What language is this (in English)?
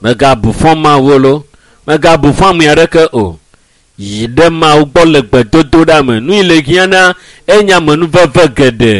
Ewe